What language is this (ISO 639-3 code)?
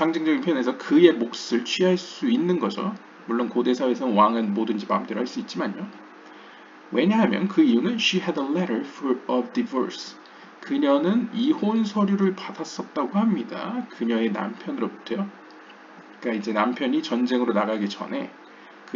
kor